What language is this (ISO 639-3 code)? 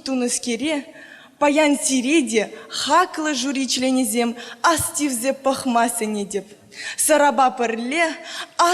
chv